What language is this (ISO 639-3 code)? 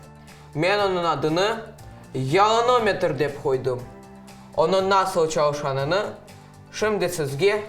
crh